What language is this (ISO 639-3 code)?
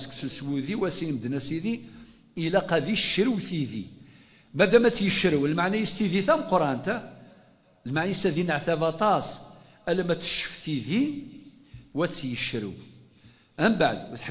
kab